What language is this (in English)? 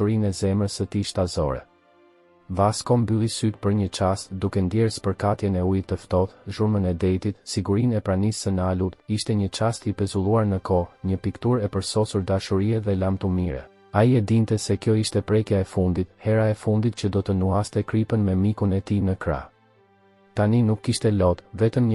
Albanian